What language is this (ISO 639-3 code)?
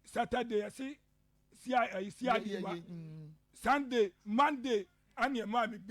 aka